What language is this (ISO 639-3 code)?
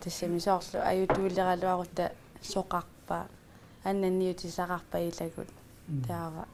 kal